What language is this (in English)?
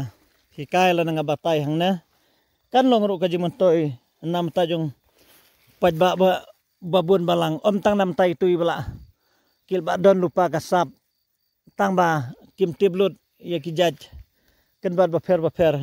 Khasi